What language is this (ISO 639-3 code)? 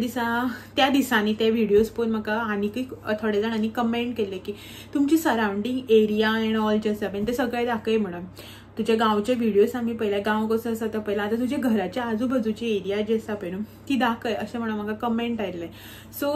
kok